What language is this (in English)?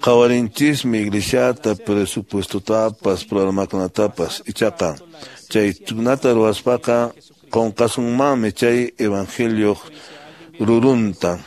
Quechua